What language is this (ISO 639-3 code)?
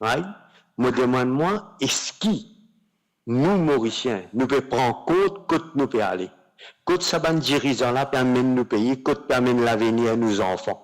mfe